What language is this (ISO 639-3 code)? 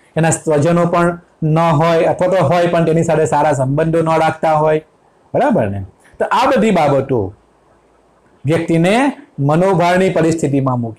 guj